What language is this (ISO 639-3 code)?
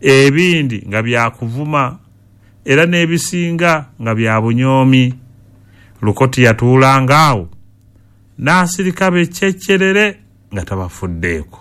lug